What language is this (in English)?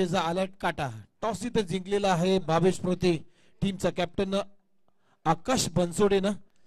Marathi